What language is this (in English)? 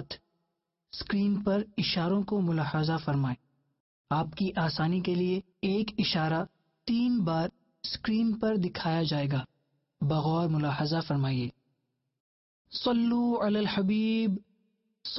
Urdu